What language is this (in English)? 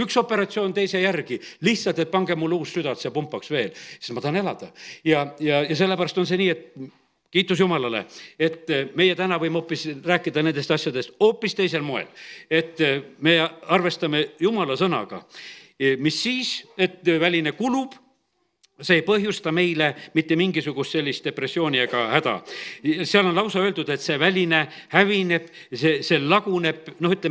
Estonian